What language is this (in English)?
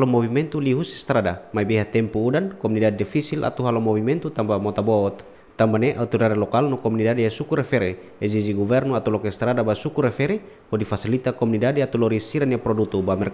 Tetum